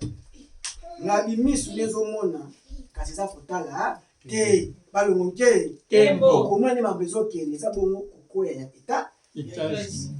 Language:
Lingala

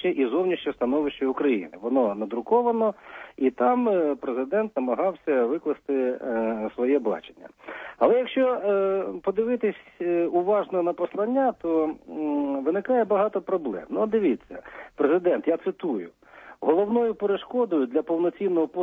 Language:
Ukrainian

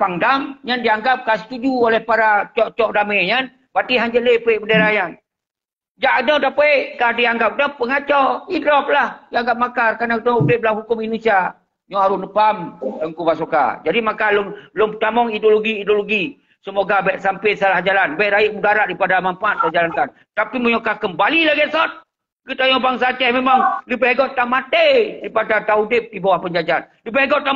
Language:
Achinese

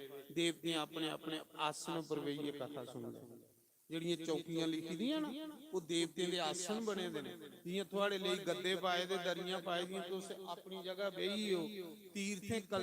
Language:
Dogri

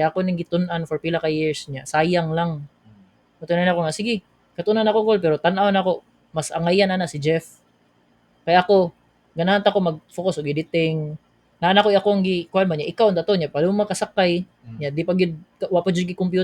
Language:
Cebuano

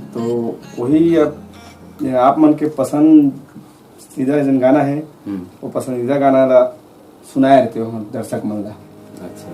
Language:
Chhattisgarhi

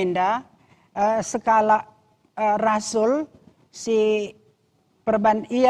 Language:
Batak Karo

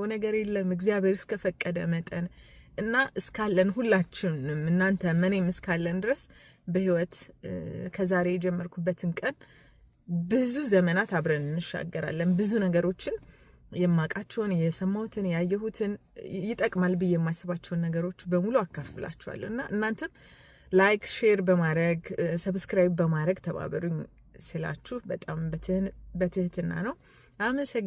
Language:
Amharic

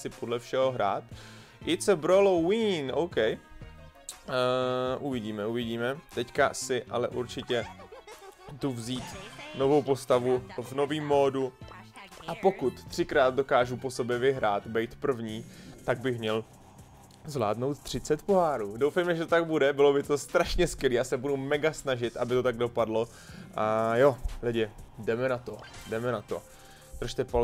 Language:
Czech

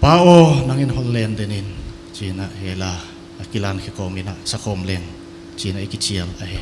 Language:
Paite Chin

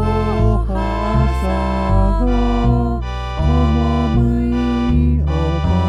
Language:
Guarani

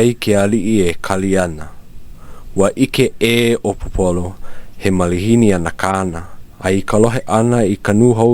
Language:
Hawaiian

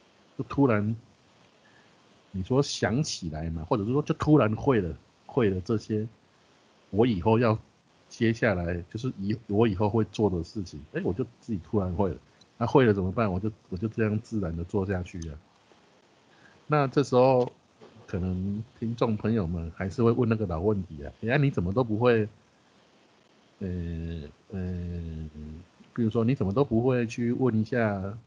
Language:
Chinese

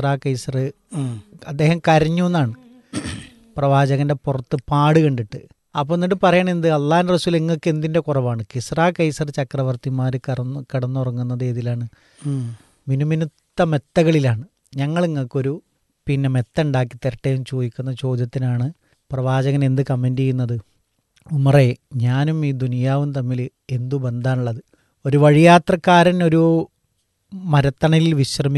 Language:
Malayalam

